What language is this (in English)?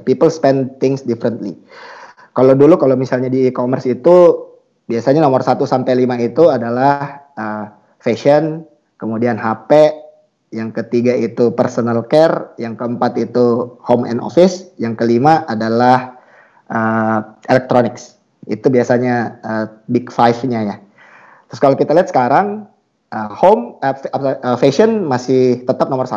Indonesian